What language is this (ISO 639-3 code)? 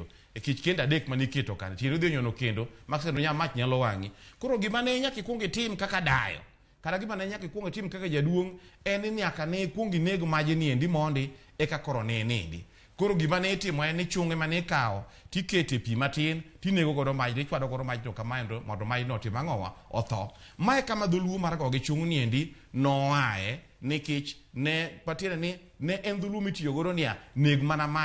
luo